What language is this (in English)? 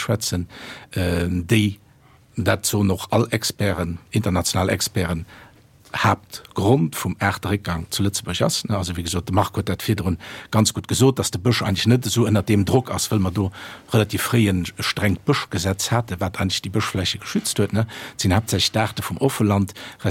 Luxembourgish